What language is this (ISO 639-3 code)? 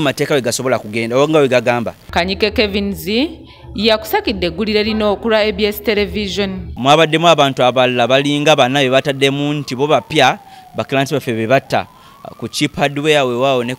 lug